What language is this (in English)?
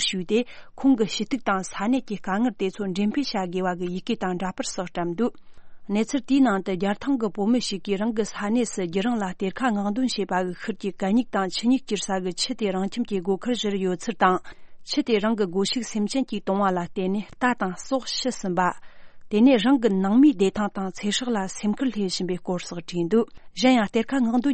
Tibetan